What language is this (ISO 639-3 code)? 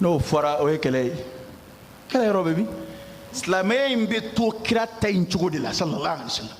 bam